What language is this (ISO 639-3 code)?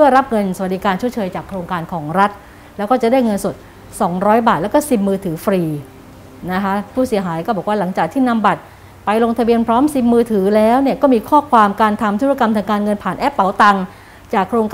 tha